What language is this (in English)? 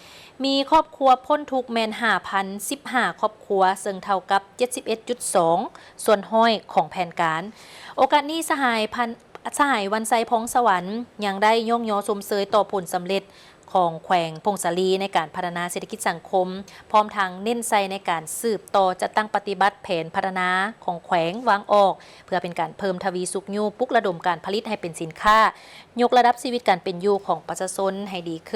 Lao